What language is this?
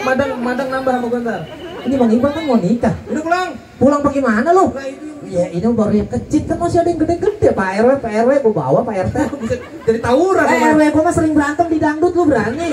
Betawi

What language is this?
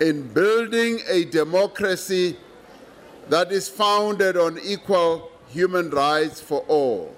English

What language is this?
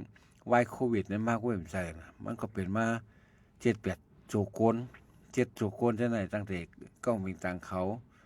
Shan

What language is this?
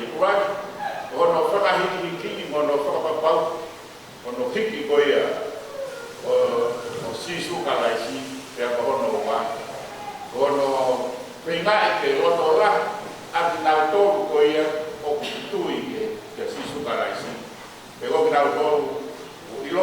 Tongan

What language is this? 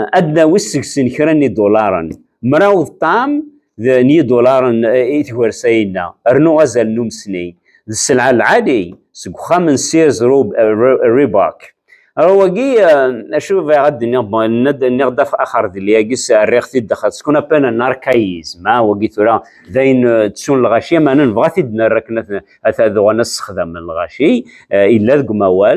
Kabyle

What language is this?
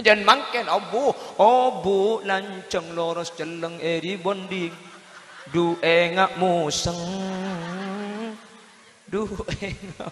Madurese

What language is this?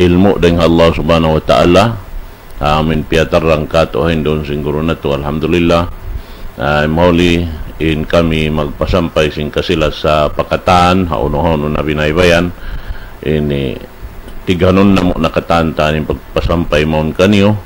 Tausug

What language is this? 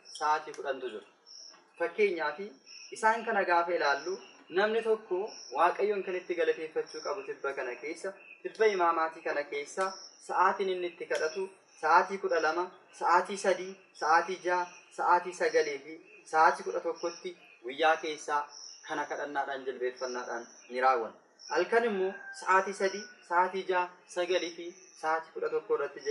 Oromo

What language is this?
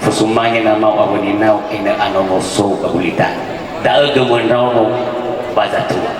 Nias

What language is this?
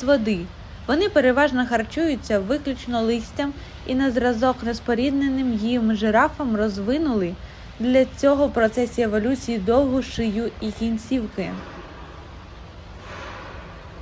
Ukrainian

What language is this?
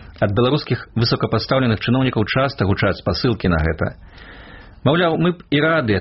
Belarusian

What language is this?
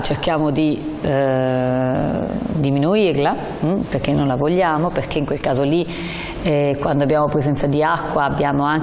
Italian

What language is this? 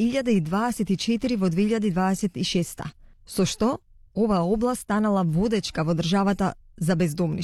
Macedonian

